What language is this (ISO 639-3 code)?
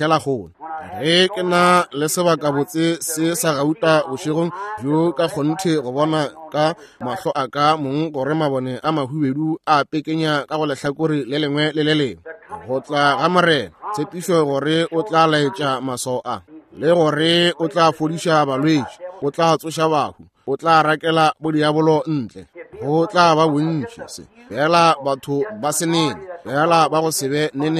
nso